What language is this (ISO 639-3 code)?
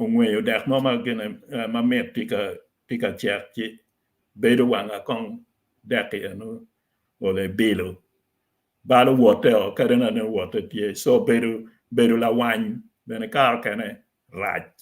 ach